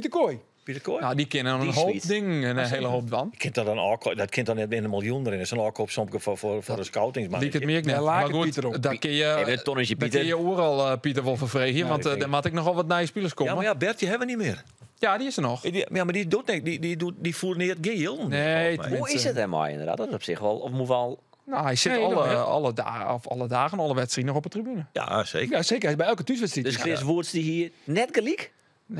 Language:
Western Frisian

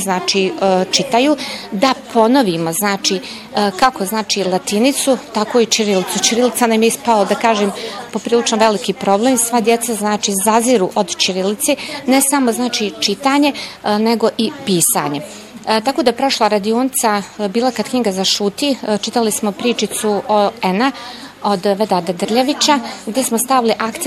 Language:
Bosnian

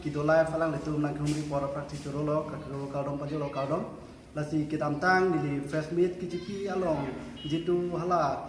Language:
Karbi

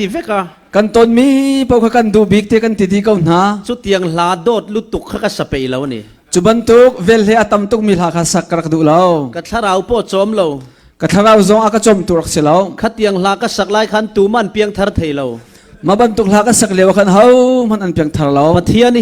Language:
Falam Chin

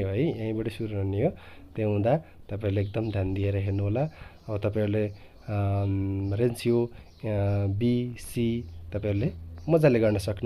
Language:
Nepali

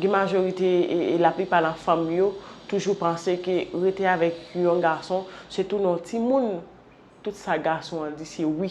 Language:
Haitian Creole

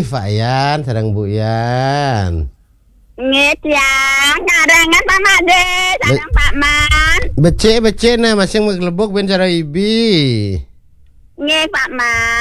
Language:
Balinese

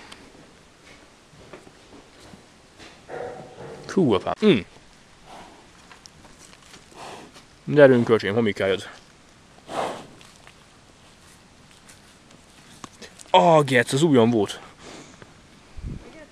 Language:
Hungarian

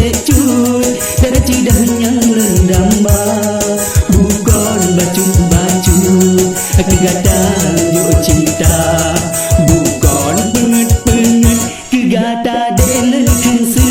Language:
Achinese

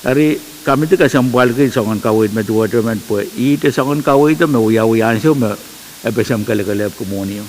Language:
Pohnpeian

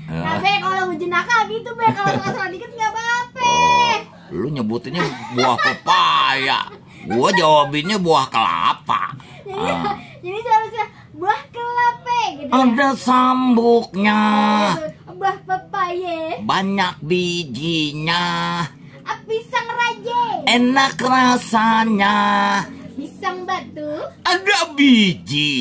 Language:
Betawi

